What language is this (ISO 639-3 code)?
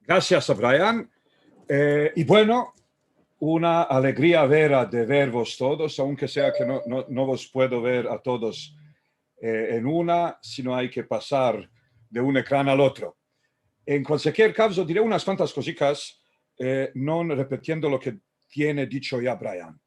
lad